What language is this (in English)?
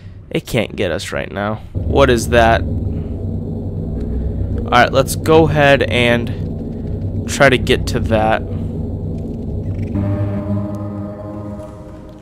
English